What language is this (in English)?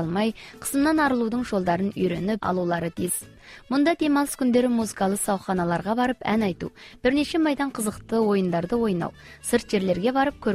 Kazakh